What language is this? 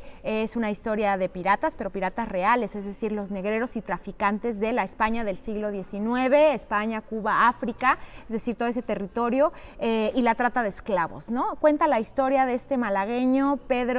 Spanish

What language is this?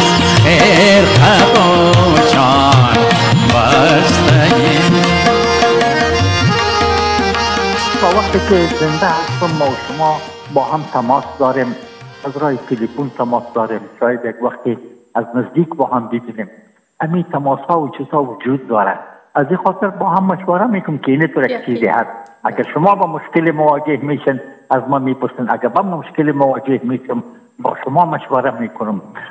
Persian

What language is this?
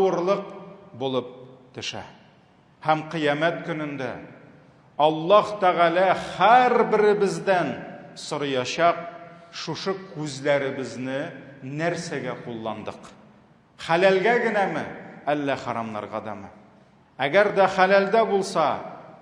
Tatar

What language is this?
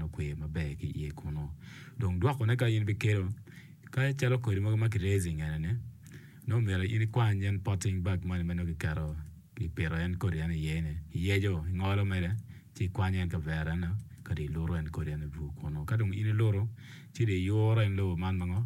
Acoli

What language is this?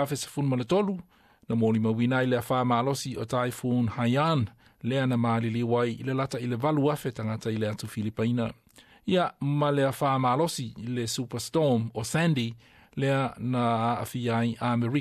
Samoan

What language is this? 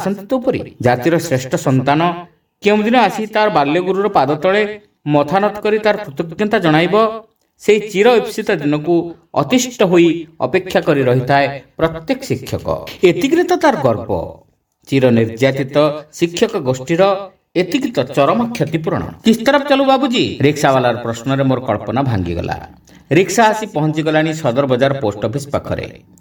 Odia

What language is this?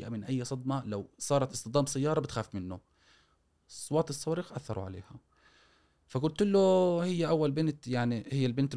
Gulf Arabic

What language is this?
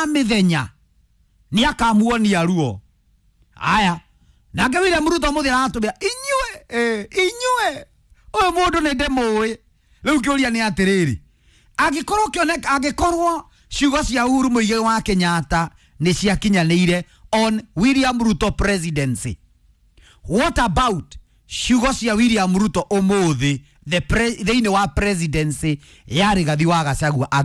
Kikuyu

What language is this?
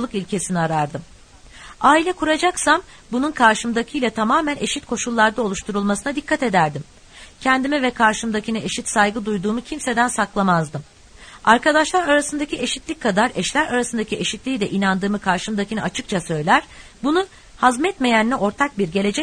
Turkish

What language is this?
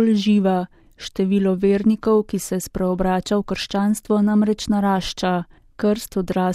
Slovenian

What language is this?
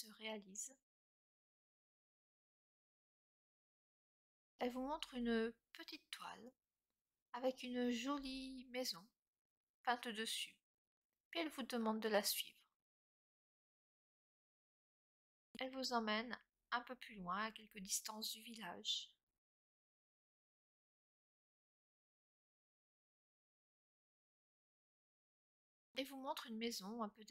French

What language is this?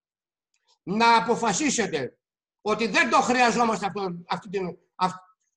Greek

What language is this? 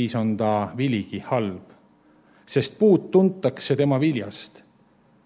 Estonian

